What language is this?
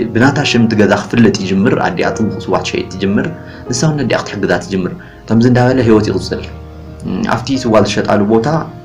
Tigrinya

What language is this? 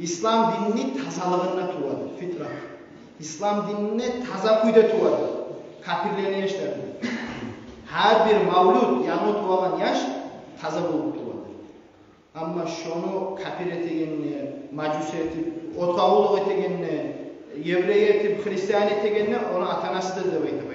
Kumyk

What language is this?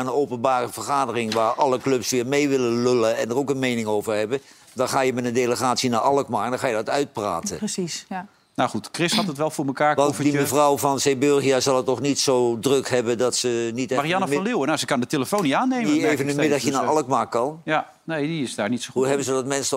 Dutch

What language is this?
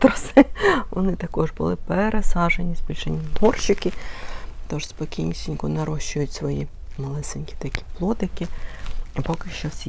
Ukrainian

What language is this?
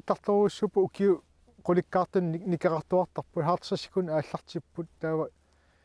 Kalaallisut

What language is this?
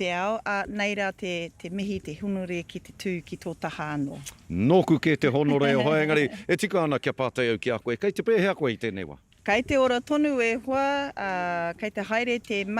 Māori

